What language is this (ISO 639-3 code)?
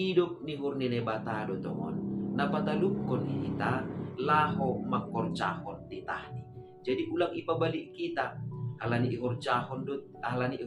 bts